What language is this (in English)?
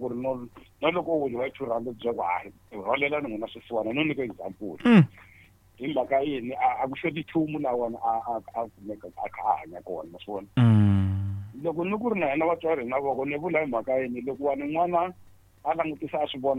Tsonga